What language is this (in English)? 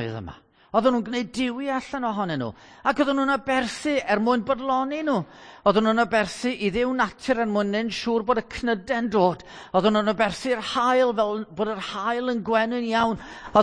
Welsh